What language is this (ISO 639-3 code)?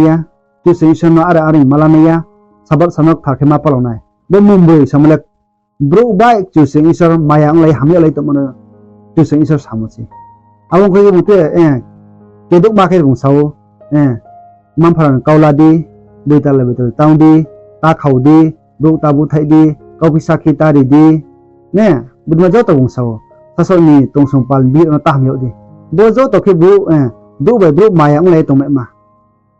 ria